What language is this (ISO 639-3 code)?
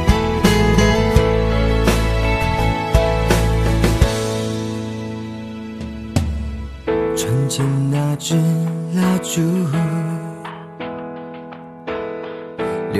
zho